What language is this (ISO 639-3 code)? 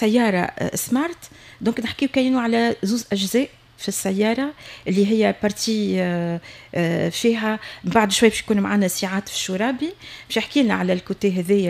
aeb